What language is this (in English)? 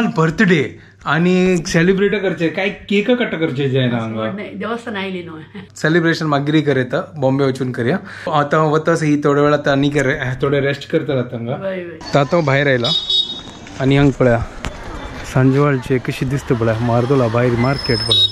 Konkani